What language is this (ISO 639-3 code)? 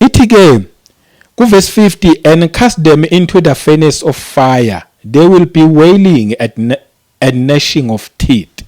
zul